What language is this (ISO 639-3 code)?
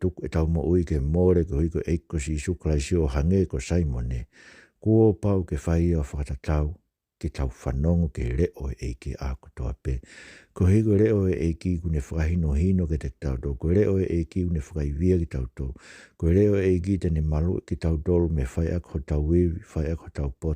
ton